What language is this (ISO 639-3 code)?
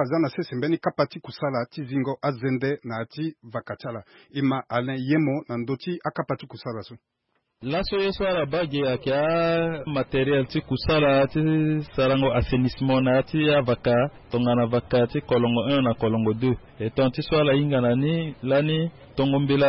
sag